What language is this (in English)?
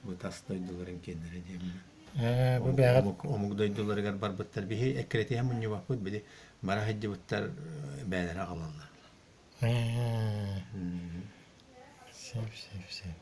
Yakut